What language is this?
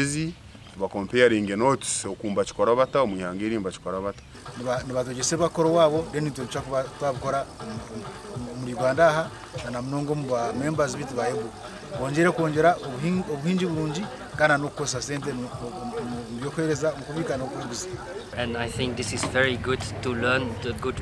Nyankole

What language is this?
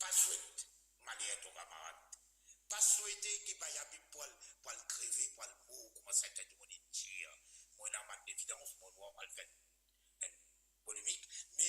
Morisyen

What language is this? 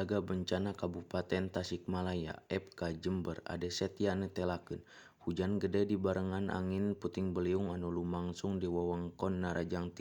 Sundanese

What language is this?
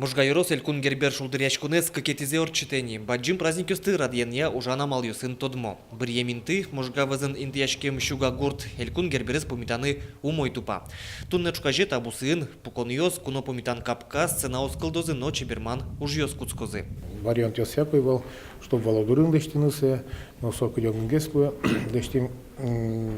Udmurt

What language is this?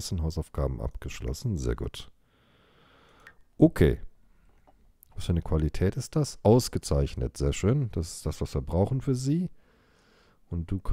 German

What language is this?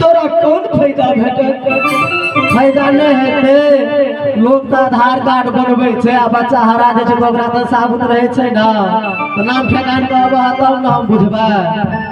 Maithili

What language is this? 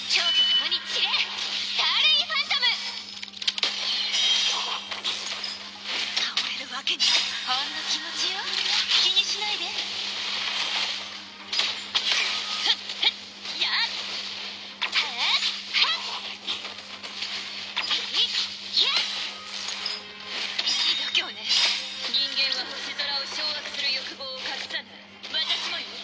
Japanese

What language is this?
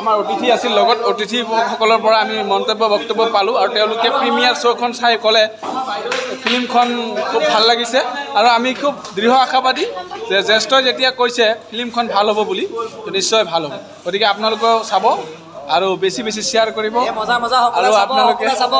Assamese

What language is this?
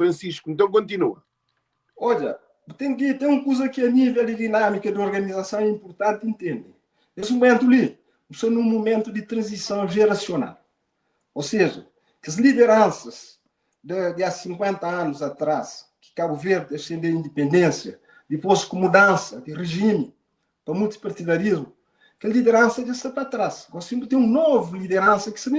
Kabuverdianu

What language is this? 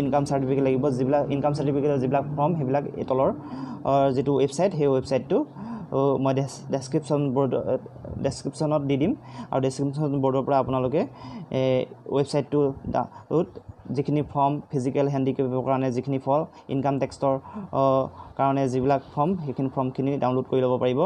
Assamese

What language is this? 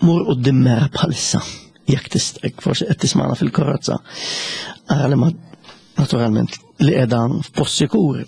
Maltese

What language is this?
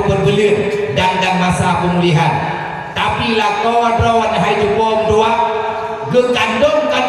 Achinese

